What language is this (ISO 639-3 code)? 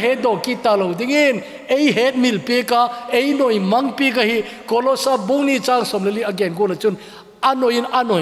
tcz